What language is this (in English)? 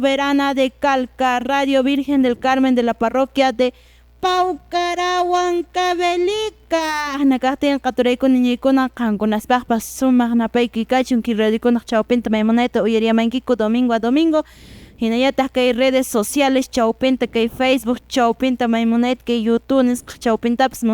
Quechua